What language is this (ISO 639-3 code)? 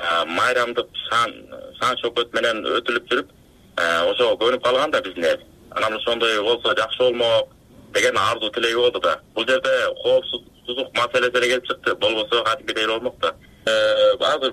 kir